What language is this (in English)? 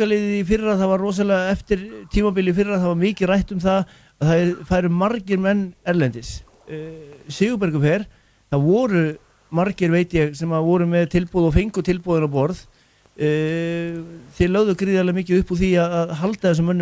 Icelandic